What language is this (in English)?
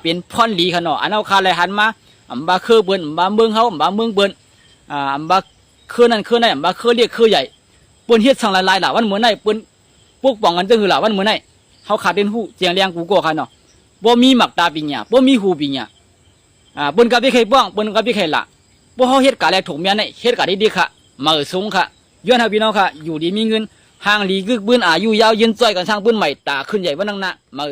Shan